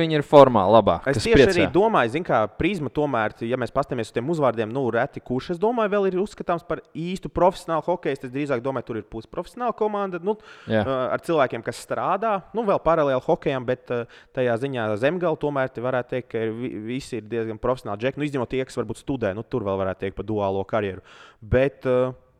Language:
Latvian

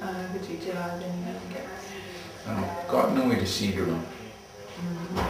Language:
Mohawk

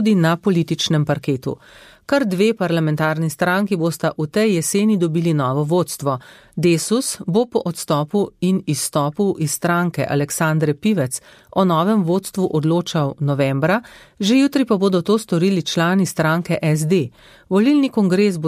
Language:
Slovenian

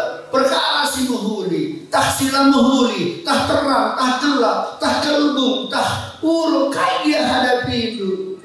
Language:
Batak Karo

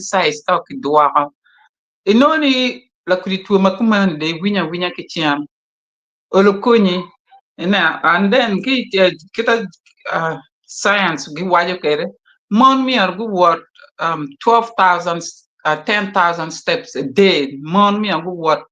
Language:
Acoli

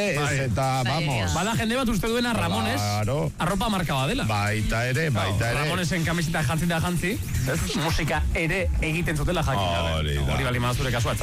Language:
Basque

